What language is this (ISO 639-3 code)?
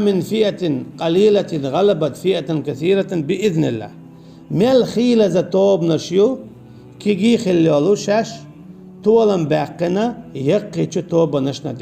che